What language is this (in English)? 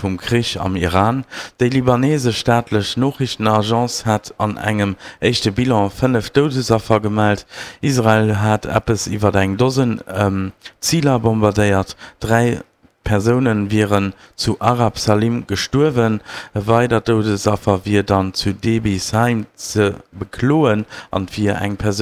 Luxembourgish